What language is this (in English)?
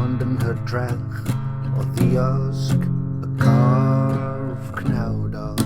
Welsh